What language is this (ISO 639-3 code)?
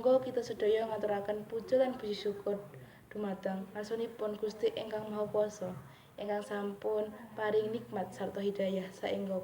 jav